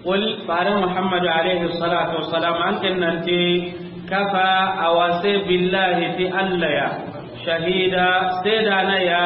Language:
Soninke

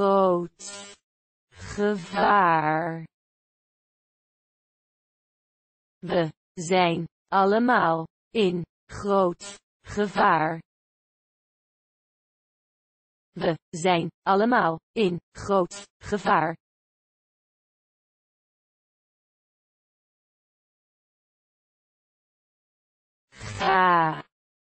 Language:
Dutch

